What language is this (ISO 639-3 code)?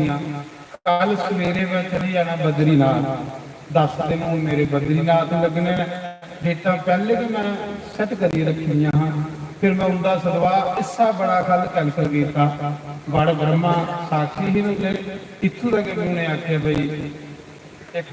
doi